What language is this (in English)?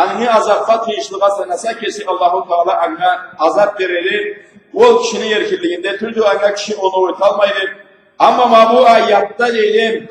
Karachay-Balkar